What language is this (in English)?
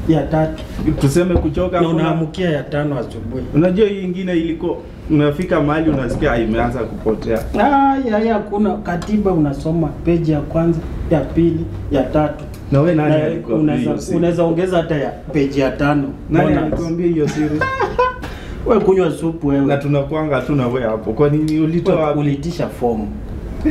Swahili